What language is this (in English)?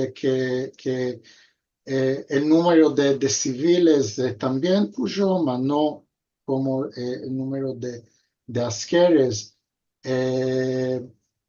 Ladino